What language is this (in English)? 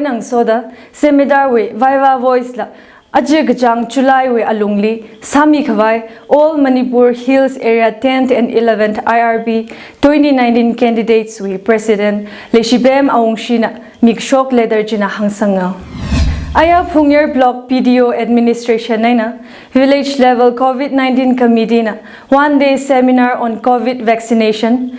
Tangkhul Naga (India)